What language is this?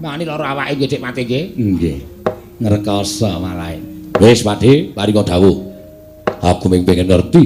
Javanese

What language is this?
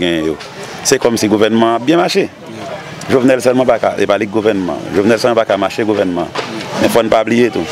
Haitian Creole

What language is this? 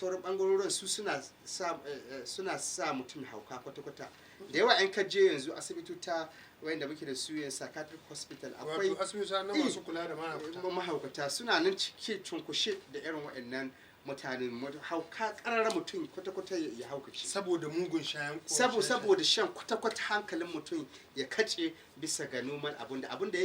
Hausa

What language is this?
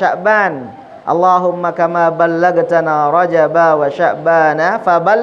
Sasak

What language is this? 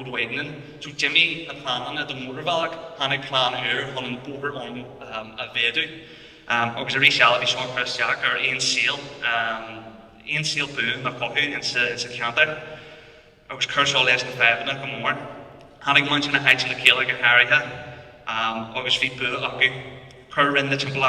Irish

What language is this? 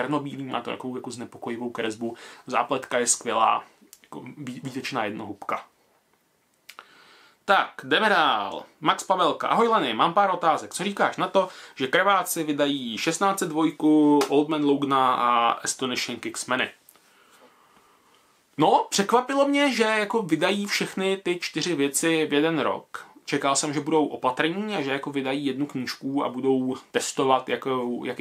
Czech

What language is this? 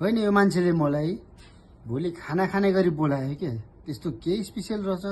Nepali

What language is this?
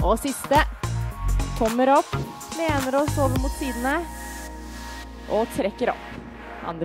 Norwegian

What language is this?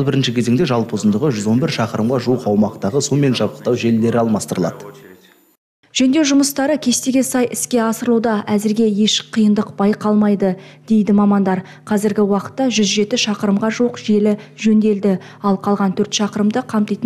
Kazakh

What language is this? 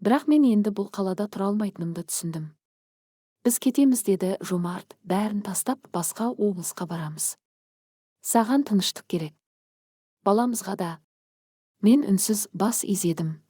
Kazakh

